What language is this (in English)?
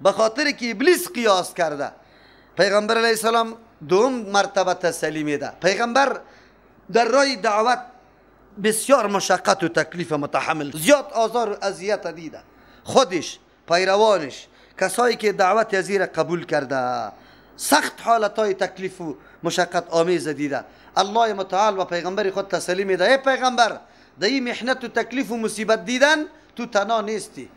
Persian